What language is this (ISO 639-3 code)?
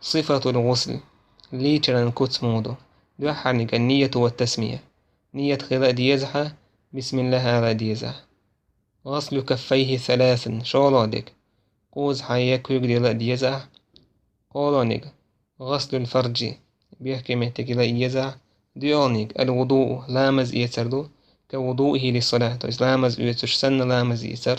che